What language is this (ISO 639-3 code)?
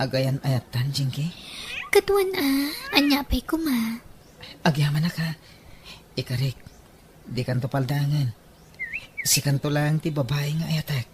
ilo